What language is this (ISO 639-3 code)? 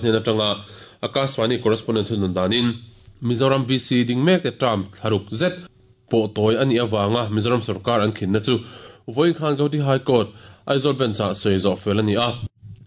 lus